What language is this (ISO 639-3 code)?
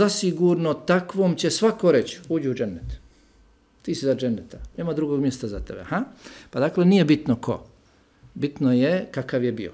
bos